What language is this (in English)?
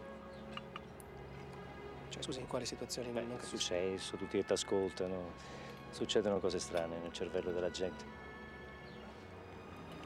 Italian